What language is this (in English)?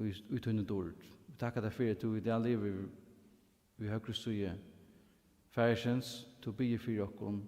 Faroese